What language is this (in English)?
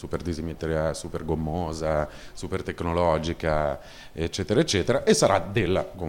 Italian